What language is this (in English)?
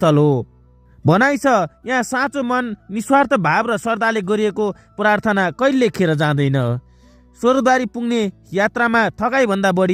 Nepali